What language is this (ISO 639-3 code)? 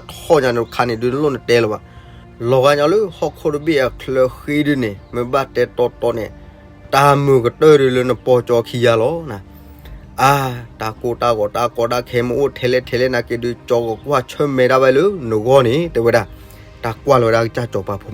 ksw